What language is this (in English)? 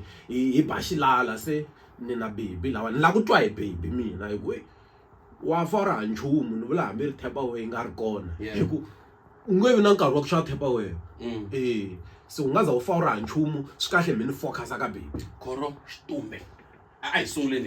Tsonga